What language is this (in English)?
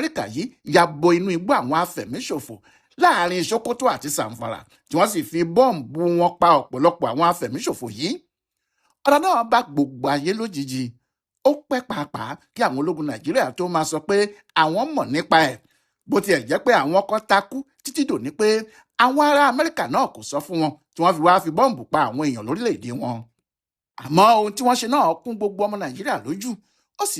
Yoruba